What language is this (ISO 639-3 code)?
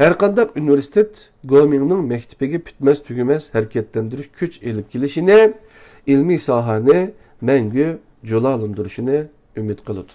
uig